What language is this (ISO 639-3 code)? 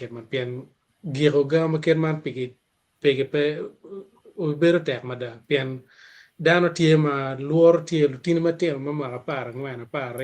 ach